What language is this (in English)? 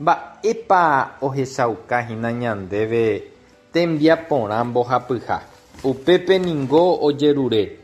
Guarani